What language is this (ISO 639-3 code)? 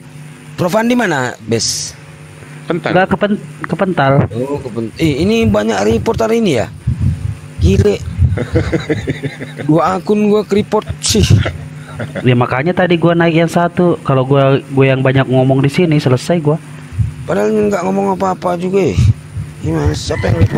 ind